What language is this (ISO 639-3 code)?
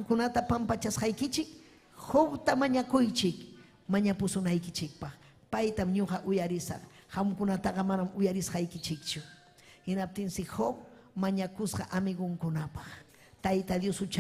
quy